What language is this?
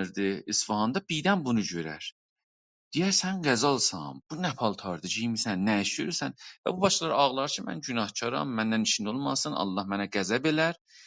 South Azerbaijani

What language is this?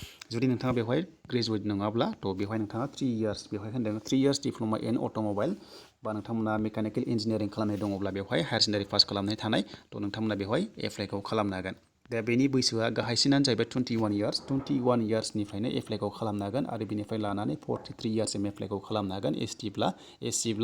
Bodo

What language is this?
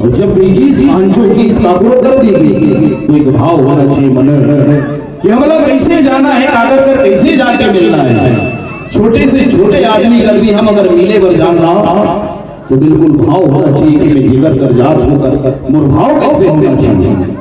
Chhattisgarhi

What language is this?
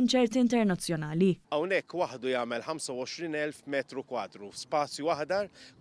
Maltese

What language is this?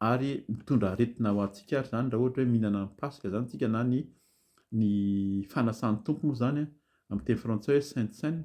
Malagasy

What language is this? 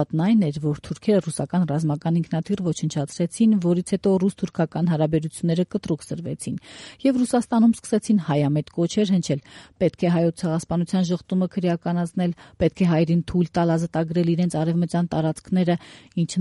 Armenian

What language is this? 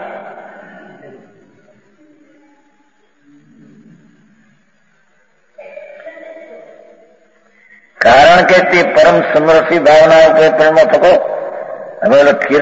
Gujarati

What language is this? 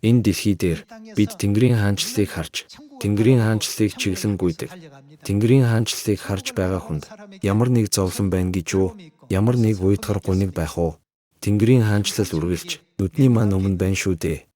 Mongolian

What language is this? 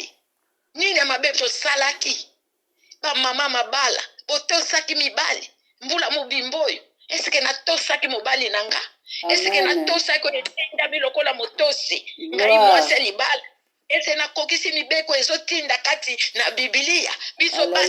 Lingala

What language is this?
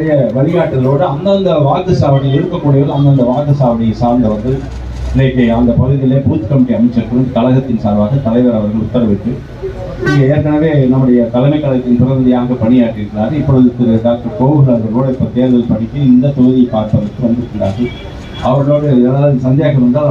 Tamil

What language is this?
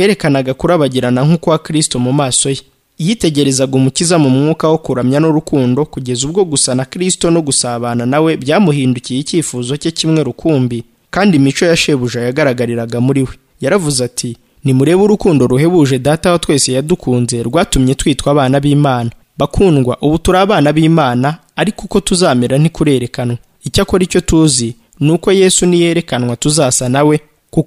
Kinyarwanda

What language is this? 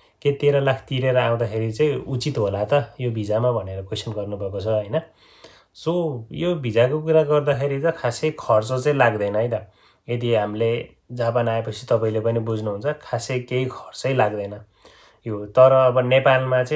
Nepali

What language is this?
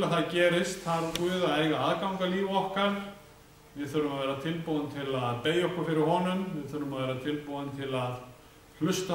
Icelandic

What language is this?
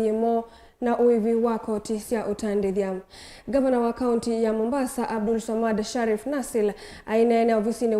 Kamba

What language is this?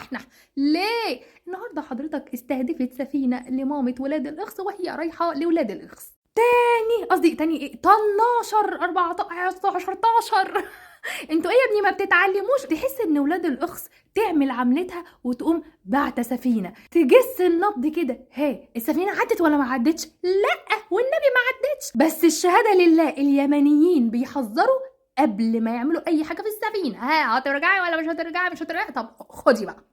Egyptian Arabic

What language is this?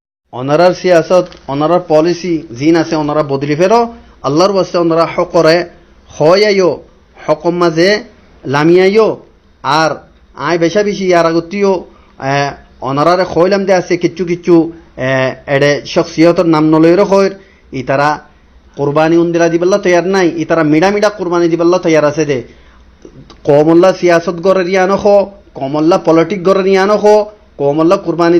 Rohingya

